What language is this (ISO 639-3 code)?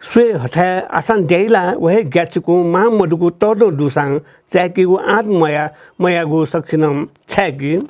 new